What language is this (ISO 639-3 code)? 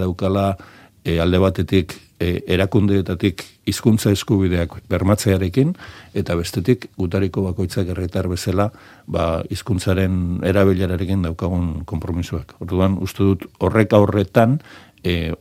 eus